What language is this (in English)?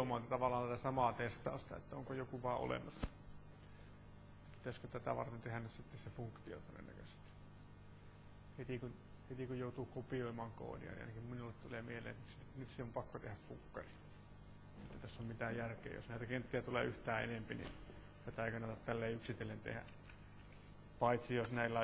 Finnish